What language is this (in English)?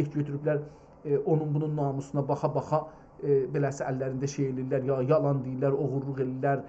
South Azerbaijani